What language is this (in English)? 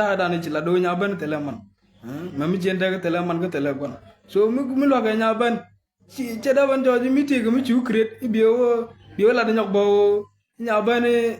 Nuer